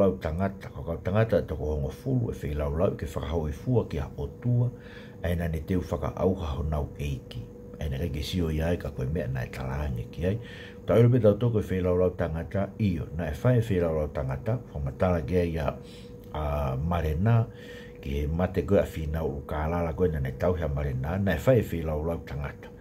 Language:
Tongan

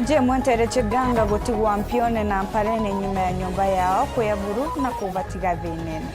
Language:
Meru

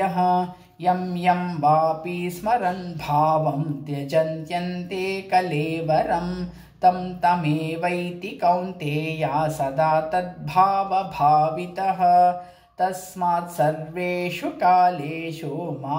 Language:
Sanskrit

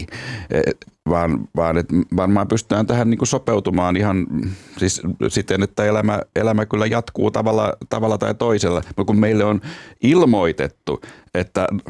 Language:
Finnish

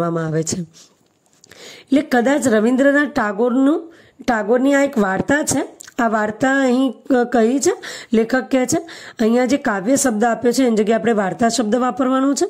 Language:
Gujarati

